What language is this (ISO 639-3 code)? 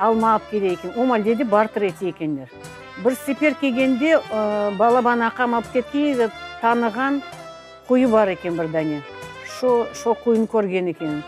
crh